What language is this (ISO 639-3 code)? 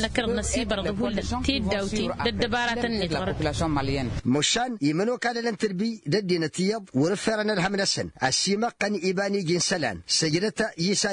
taq